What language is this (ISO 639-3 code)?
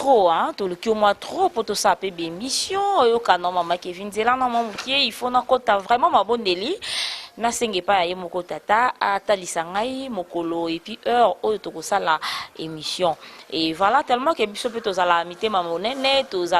lin